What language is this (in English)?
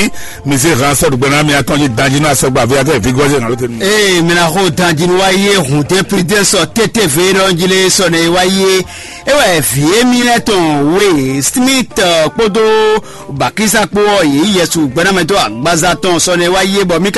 Fon